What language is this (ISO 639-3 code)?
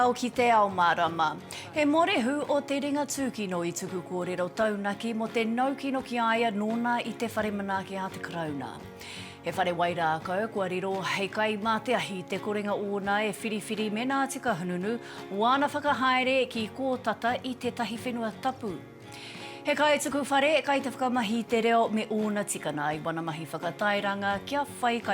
mri